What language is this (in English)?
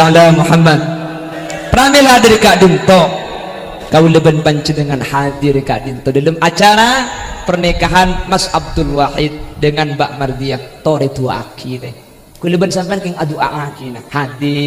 Madurese